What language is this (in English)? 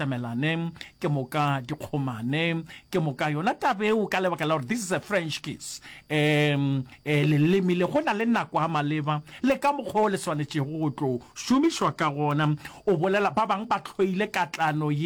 Northern Sotho